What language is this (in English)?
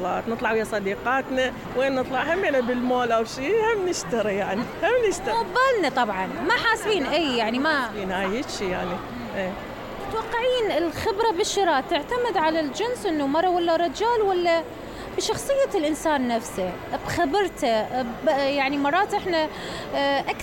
Mesopotamian Arabic